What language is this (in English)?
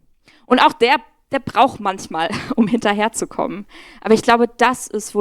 Swiss German